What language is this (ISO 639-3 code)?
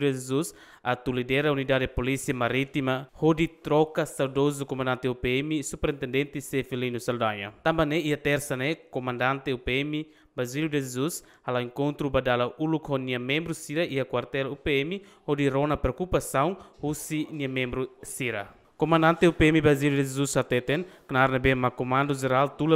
tet